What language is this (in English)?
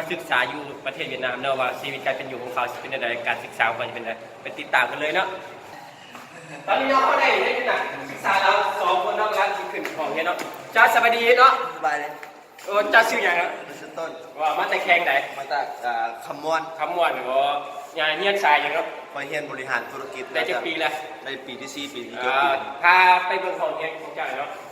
Lao